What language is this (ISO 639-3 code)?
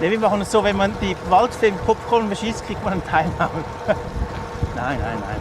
gsw